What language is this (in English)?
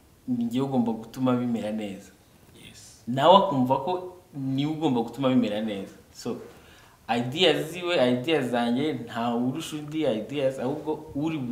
Kinyarwanda